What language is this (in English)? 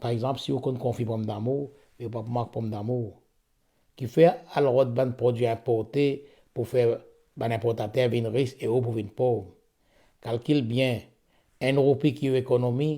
Morisyen